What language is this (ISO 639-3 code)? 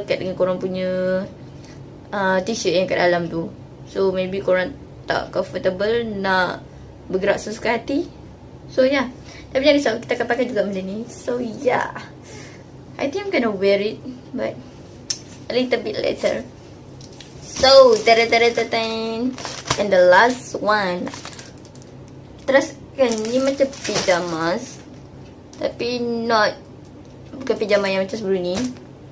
msa